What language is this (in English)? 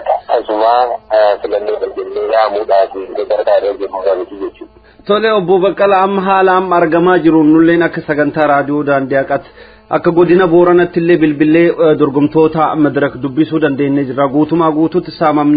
Oromo